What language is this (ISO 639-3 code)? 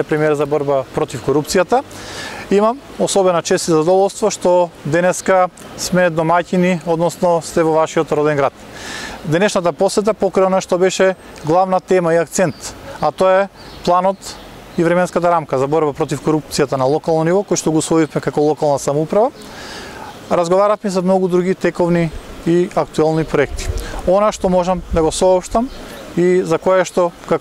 mkd